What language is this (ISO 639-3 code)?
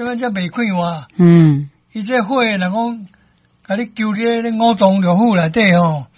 nan